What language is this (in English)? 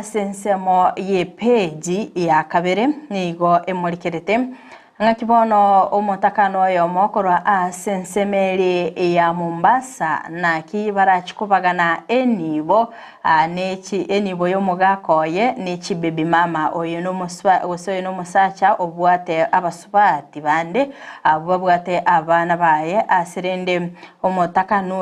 Gusii